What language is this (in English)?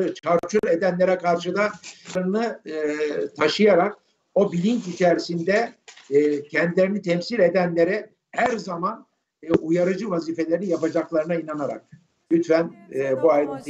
Turkish